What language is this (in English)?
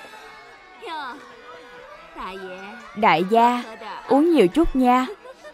Vietnamese